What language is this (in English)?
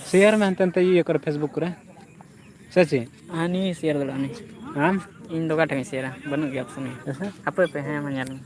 Santali